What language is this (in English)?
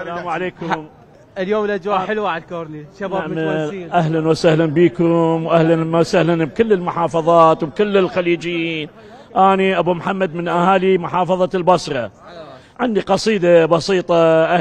Mesopotamian Arabic